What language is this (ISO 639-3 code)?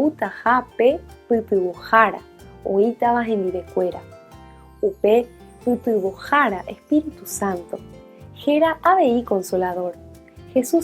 grn